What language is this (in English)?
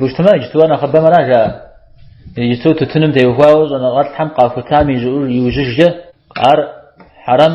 Kabardian